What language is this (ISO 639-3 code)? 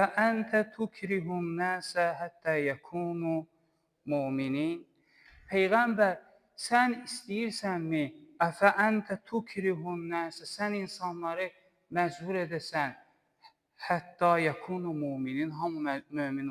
aze